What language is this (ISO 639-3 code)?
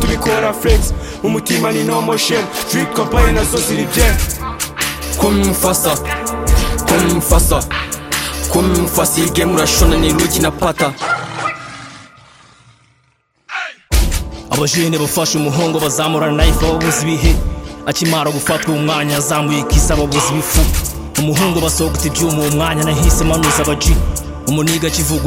kin